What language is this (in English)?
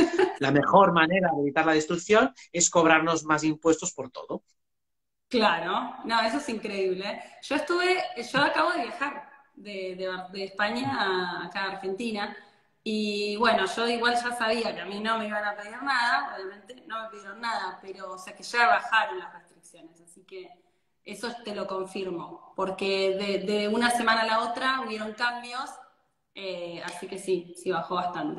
Spanish